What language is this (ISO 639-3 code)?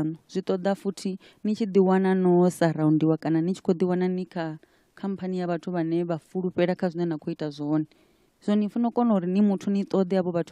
ven